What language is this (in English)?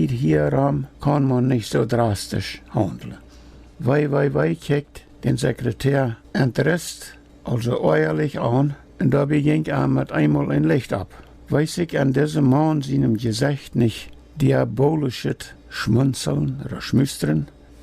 Plautdietsch